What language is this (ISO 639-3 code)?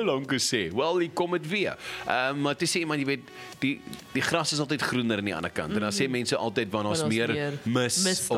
afr